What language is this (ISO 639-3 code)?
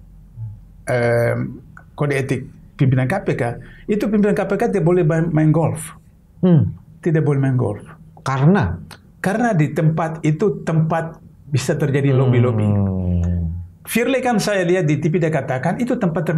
ind